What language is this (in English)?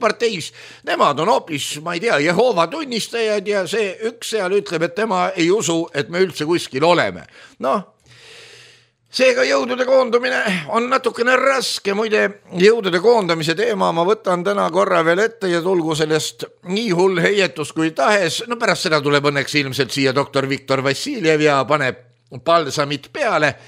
Estonian